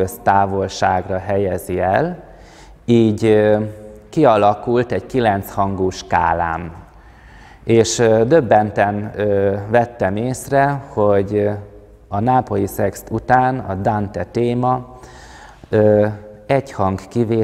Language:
Hungarian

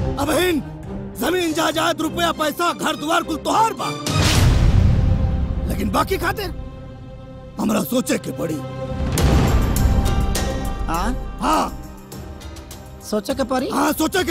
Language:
Bhojpuri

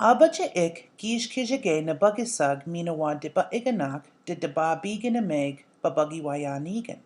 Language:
Chippewa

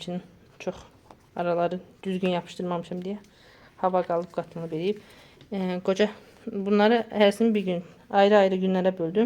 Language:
Azerbaijani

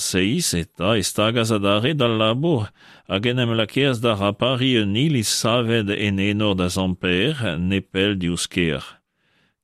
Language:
Breton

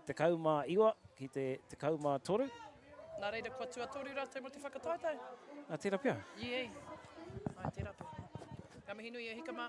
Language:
Māori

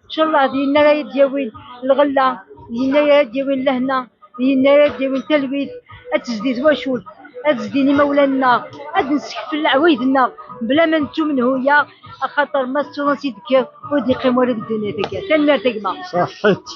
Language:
Kabyle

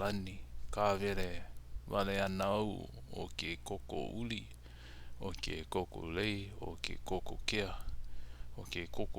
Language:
Hawaiian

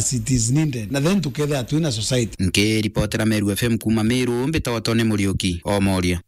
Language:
Meru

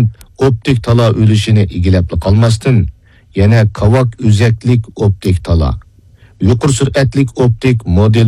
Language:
Uyghur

